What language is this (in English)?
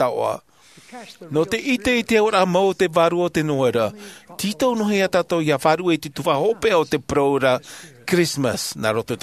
Tahitian